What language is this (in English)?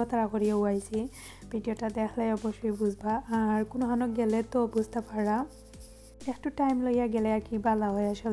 Sylheti